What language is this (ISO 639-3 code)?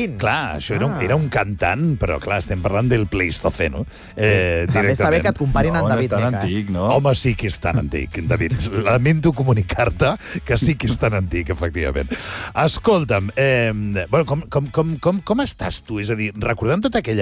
cat